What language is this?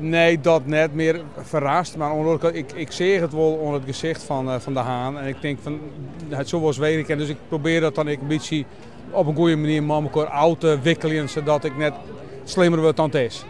Western Frisian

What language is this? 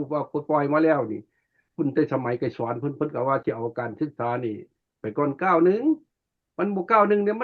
Lao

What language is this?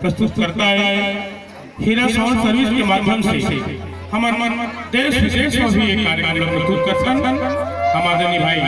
Chhattisgarhi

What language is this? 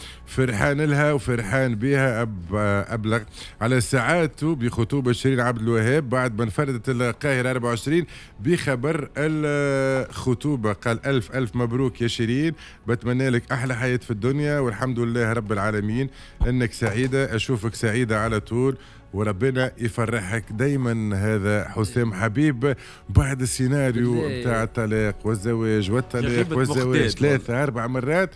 Tunisian Arabic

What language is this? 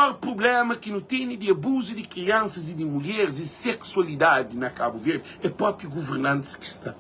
Kabuverdianu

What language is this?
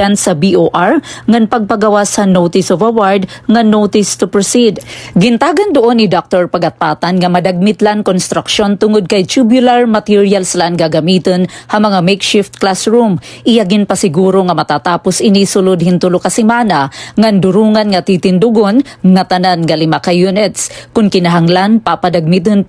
Waray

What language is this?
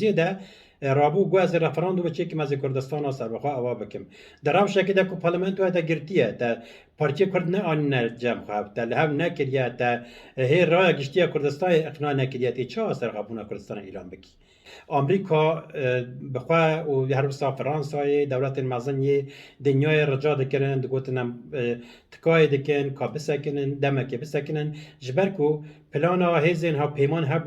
Kurdish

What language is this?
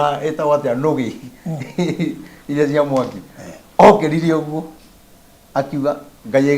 Kikuyu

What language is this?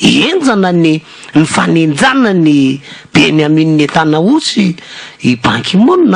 Malagasy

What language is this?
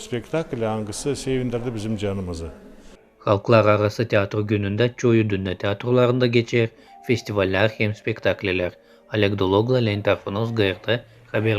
Gagauz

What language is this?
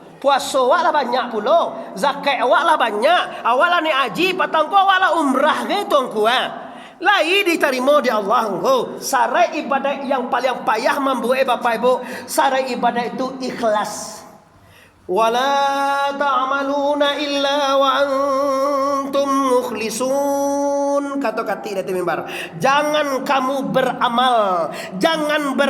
Minangkabau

